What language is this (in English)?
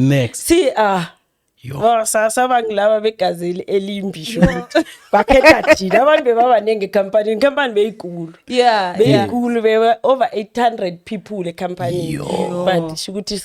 South Ndebele